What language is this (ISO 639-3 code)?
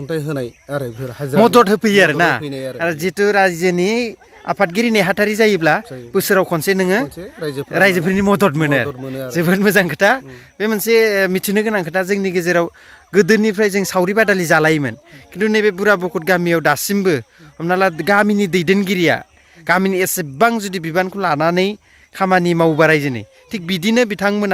brx